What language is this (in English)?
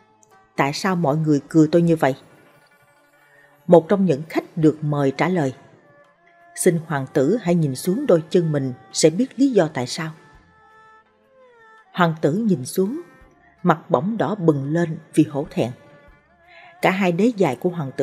Vietnamese